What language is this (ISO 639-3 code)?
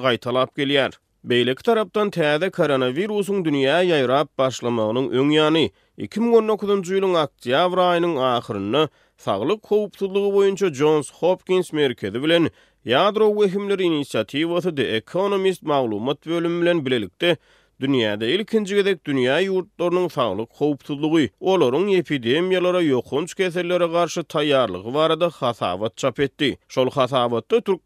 tuk